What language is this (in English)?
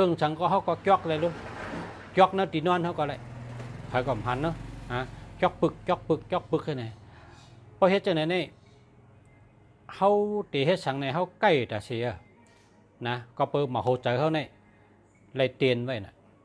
Shan